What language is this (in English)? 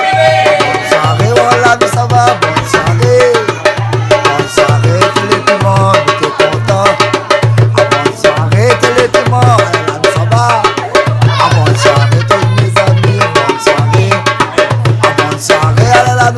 Réunion Creole French